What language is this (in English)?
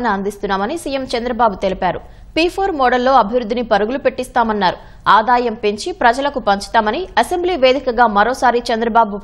Telugu